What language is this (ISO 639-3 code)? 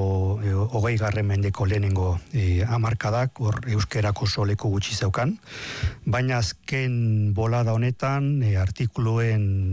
eus